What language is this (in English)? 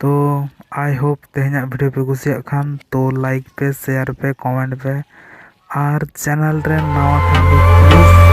Santali